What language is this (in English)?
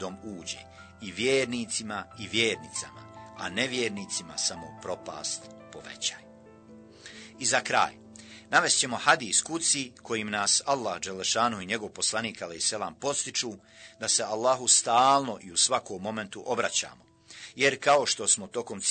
Bosnian